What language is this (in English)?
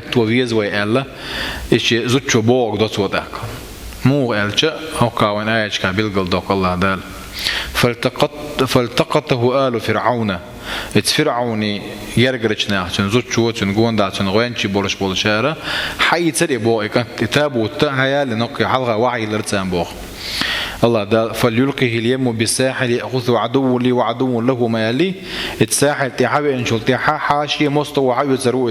Chechen